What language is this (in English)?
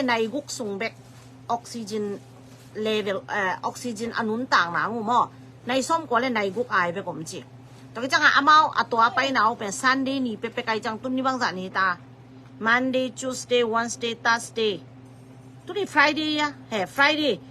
Tedim Chin